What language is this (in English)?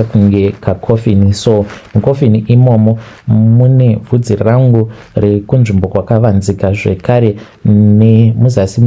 Shona